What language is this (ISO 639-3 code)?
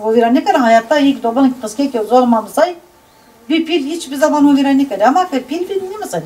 zza